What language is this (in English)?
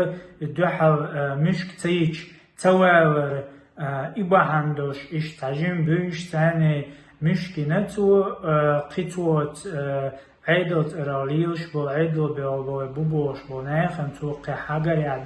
Chechen